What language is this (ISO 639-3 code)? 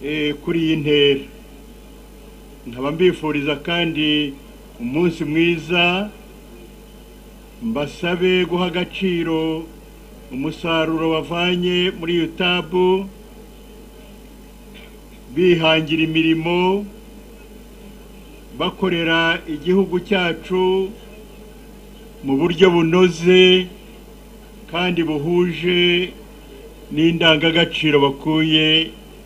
kin